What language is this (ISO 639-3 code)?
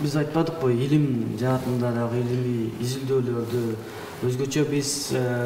kir